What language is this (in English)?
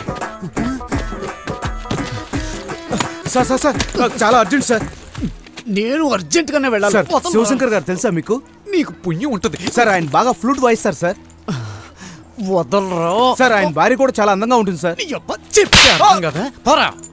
Telugu